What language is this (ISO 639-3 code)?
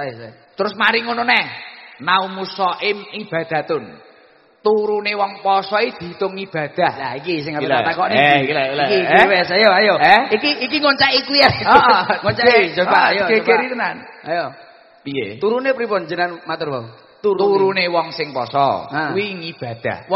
jav